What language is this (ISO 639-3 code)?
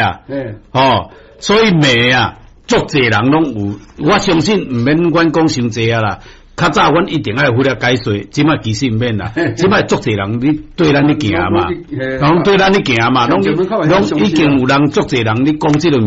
nan